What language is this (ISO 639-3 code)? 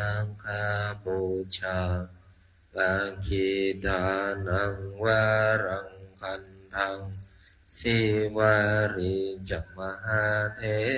pli